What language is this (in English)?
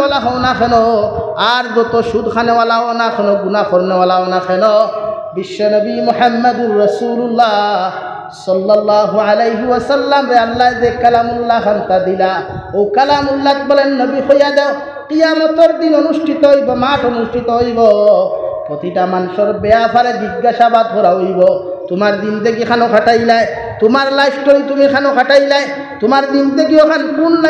Sylheti